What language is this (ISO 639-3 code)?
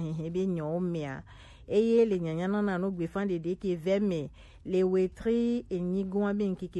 gej